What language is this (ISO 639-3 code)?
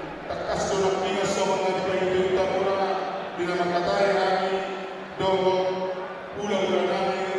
bbc